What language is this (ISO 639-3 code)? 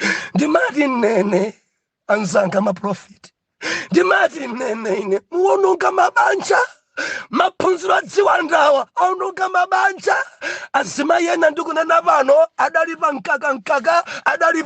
nya